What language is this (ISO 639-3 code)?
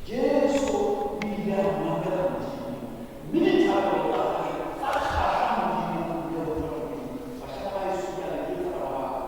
sot